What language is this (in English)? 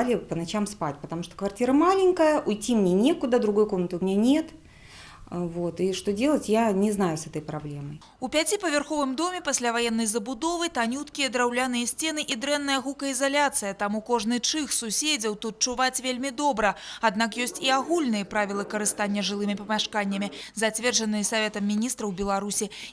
Belarusian